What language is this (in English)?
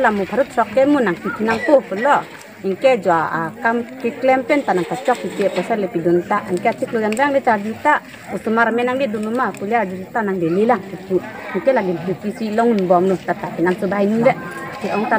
Karbi